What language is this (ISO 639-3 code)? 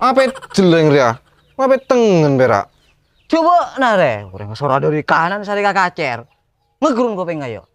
mad